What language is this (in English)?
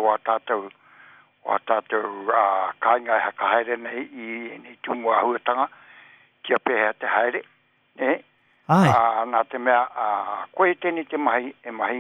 Māori